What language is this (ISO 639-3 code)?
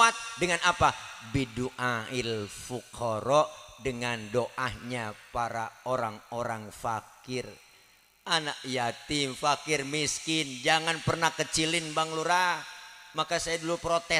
bew